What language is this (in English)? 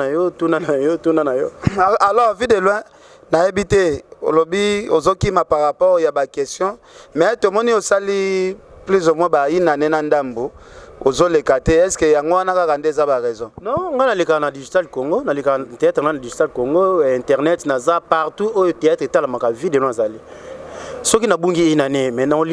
Lingala